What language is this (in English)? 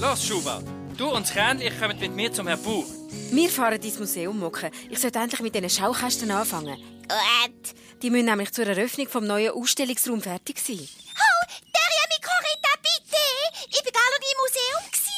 Swiss German